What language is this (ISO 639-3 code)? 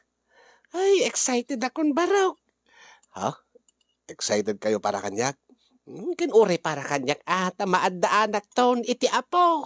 ilo